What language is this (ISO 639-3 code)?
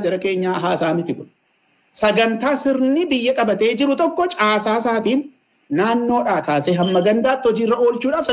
orm